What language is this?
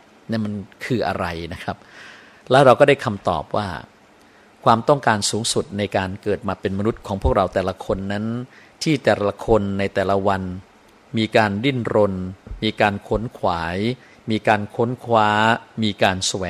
Thai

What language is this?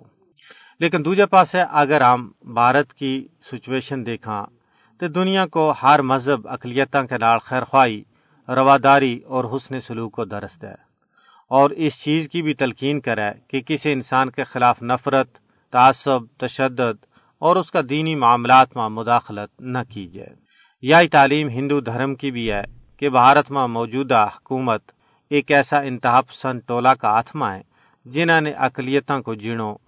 Gujari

